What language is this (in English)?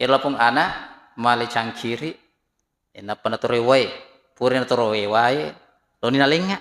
Buginese